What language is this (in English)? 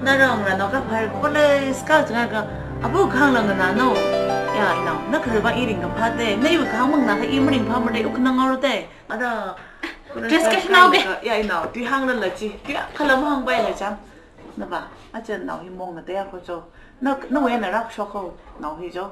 Tangkhul Naga (India)